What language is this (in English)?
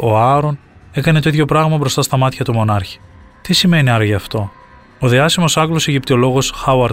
Greek